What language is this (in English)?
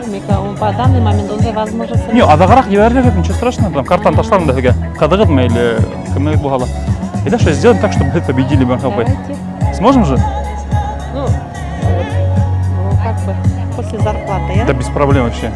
Bashkir